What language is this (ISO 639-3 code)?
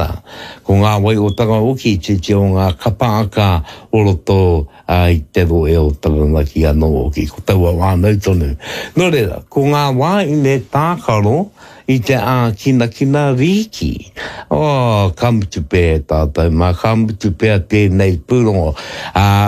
mri